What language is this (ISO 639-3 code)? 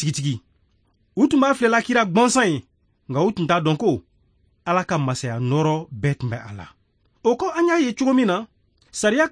bam